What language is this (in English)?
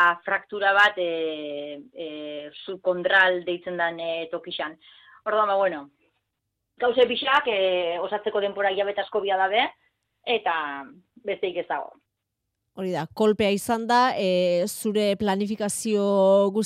Basque